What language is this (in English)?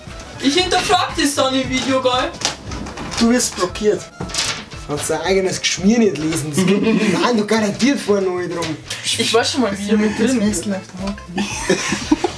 Bavarian